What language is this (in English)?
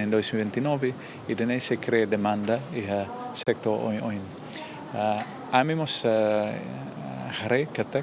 Tetum